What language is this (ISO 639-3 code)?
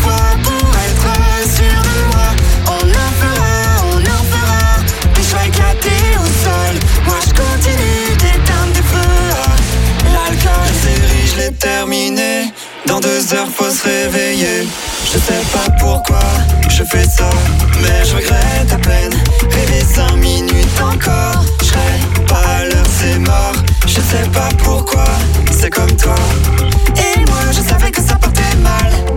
fra